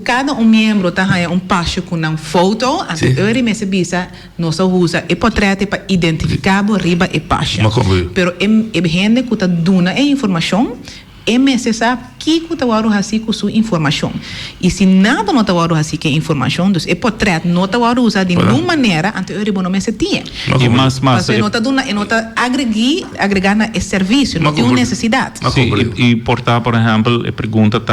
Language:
Papiamento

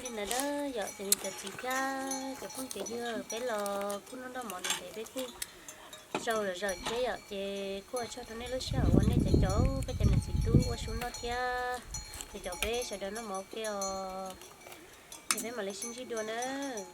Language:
Hmong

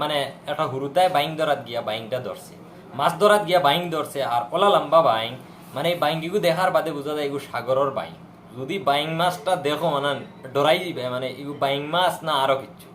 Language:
Sylheti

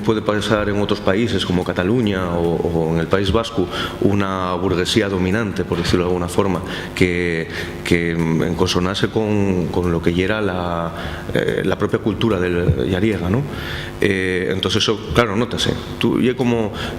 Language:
Asturian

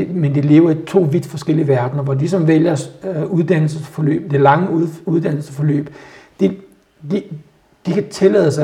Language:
Danish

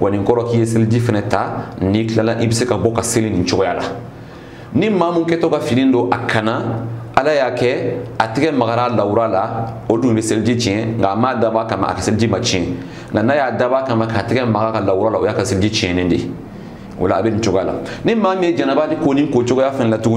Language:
Bambara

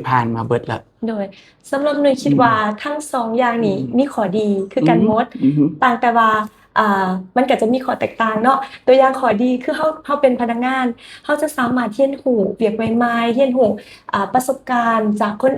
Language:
Lao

